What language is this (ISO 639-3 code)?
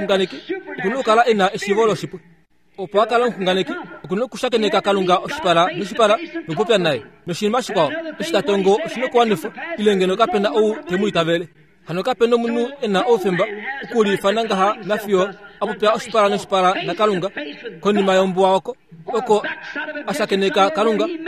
kua